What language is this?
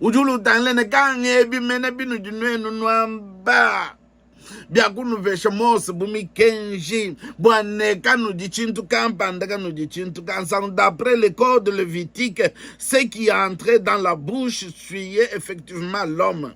Luba-Lulua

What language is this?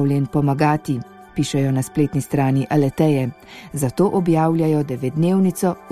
Slovenian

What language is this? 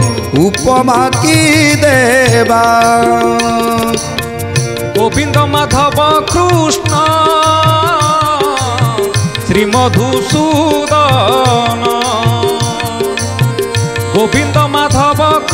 Odia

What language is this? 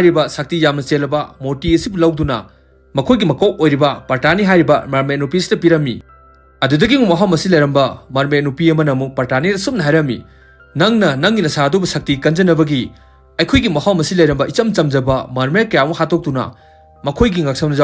Manipuri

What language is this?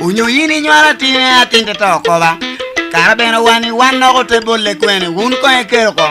Lango (Uganda)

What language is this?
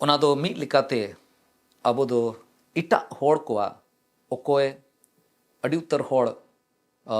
Santali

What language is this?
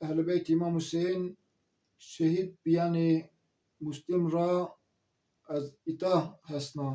Zaza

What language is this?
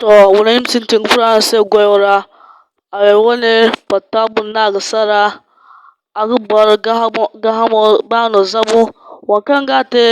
Zarma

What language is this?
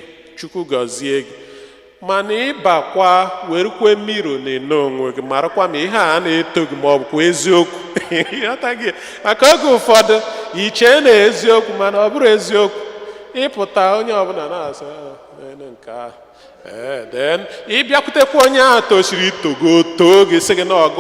Igbo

